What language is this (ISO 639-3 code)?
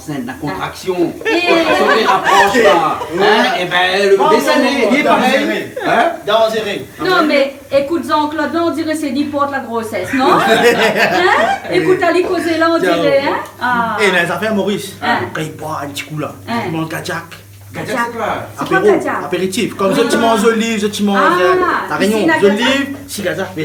rcf